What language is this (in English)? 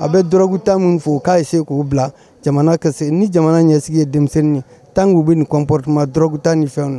Bambara